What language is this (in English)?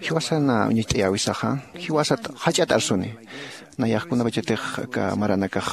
Aymara